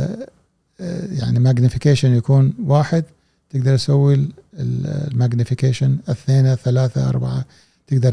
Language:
Gulf Arabic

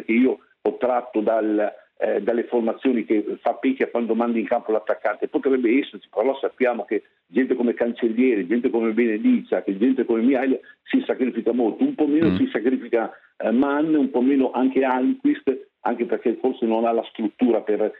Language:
Italian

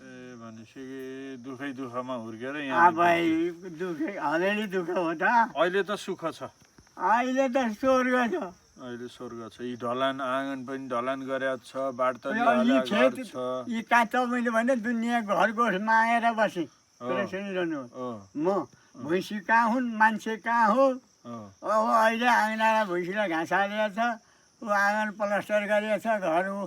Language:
Nepali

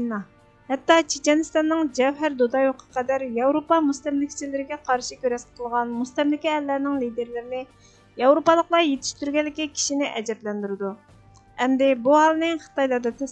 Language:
Uyghur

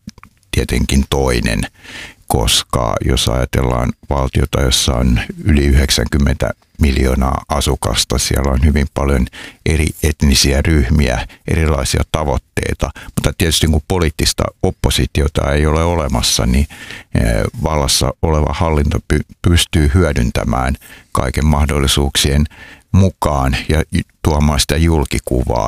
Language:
Finnish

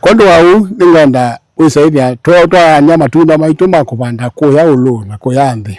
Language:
Kamba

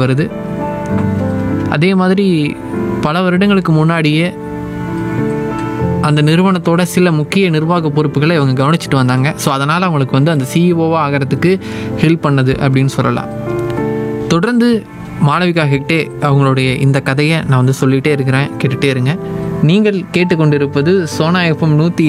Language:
Tamil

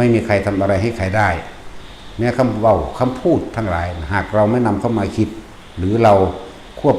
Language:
Northeastern Thai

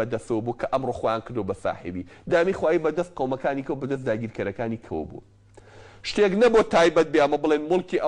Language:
Central Kurdish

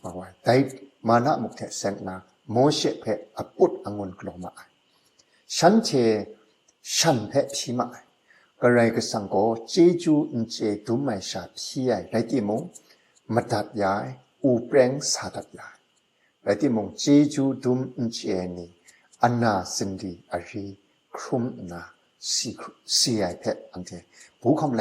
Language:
Kachin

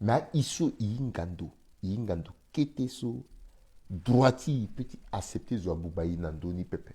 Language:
Sango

